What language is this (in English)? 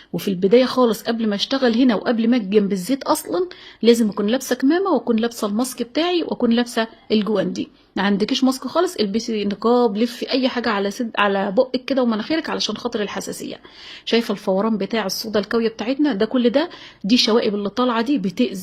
Egyptian Arabic